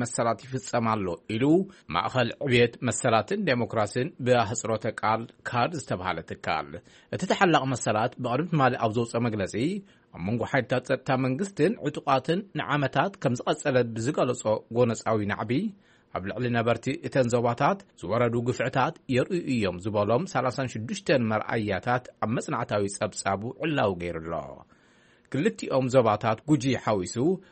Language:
Tigrinya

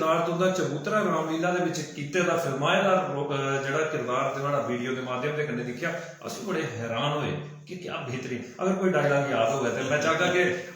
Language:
Dogri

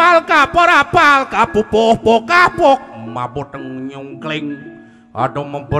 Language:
Balinese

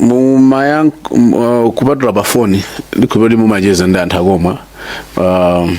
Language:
Nyanja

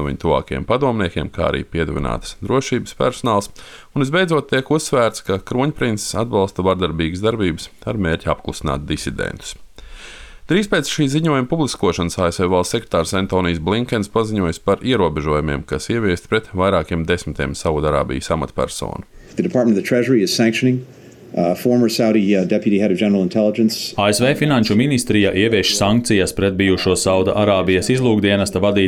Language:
Latvian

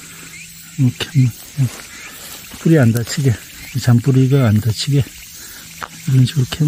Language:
Korean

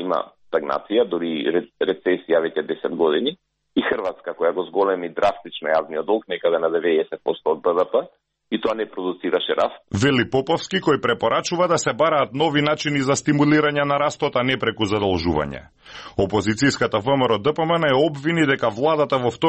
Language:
Macedonian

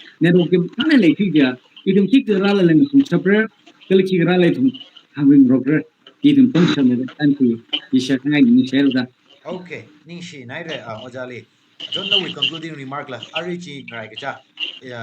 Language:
Tangkhul Naga (India)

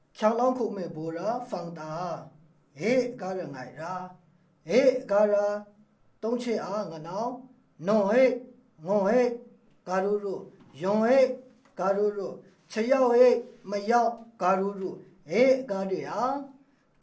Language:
Maru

